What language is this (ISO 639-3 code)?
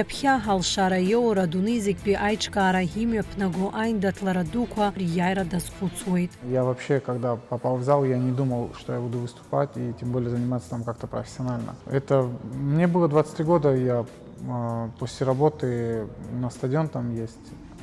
abk